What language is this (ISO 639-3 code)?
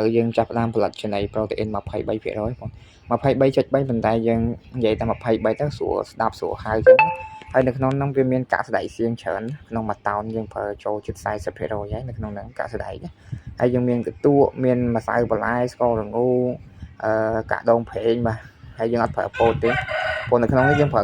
khm